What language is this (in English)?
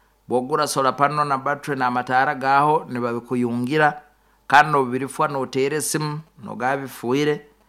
Nyankole